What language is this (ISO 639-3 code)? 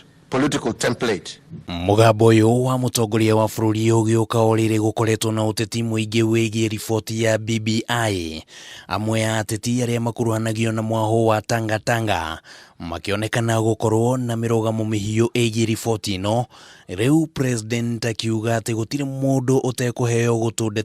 kik